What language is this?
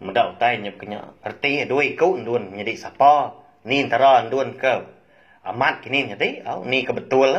Iban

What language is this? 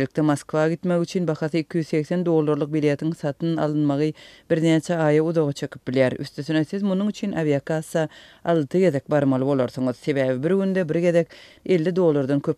Turkmen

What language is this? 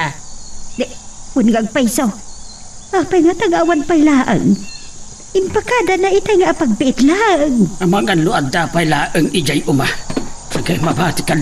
Iloko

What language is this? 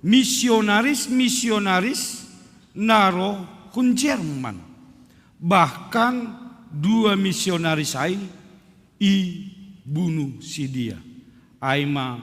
Batak Simalungun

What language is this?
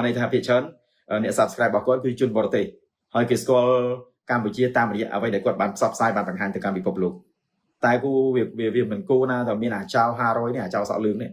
Khmer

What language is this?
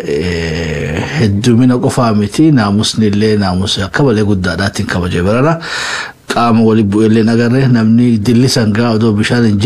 Oromo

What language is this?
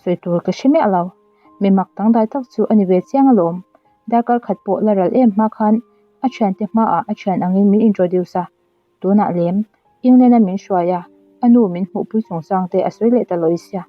Mizo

